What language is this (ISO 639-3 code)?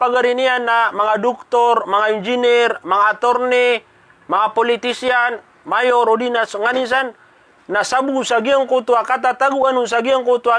mrw